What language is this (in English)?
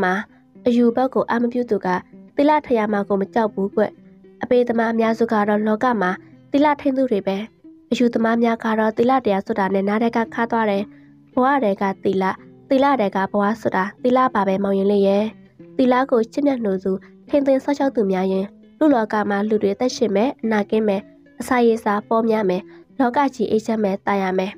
Burmese